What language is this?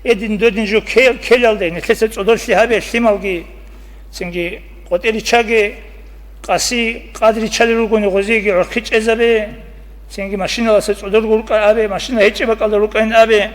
Avaric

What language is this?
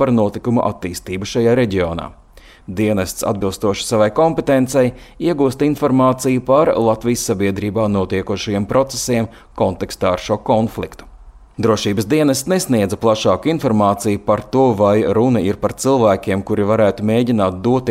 Latvian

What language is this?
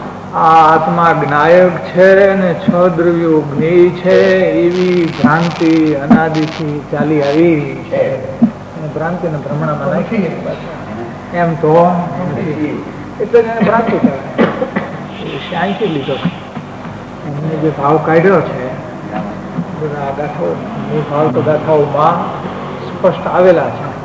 Gujarati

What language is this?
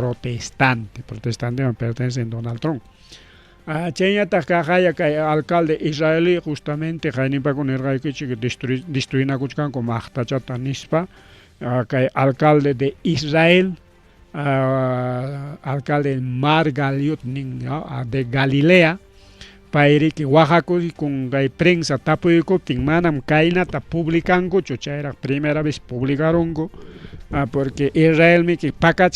Ayacucho Quechua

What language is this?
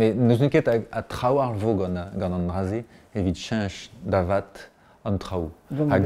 Breton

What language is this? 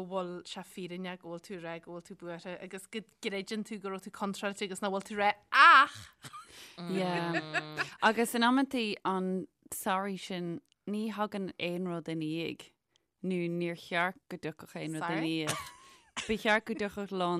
Irish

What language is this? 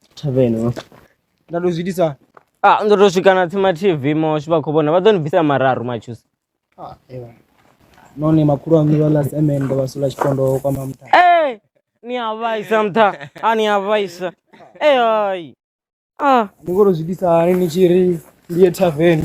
Venda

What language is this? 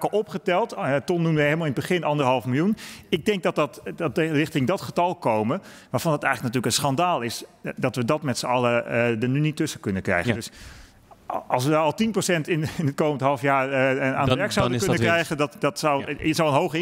Dutch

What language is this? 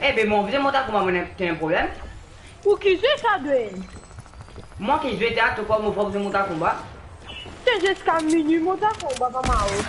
Morisyen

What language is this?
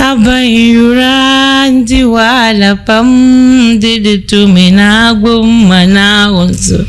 Dagbani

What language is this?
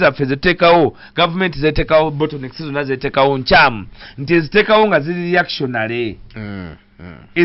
Ganda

